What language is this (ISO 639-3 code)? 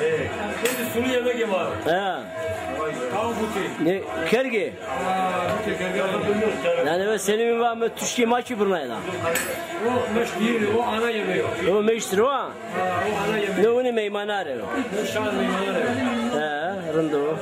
zza